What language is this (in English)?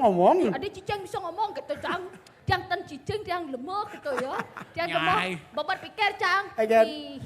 Balinese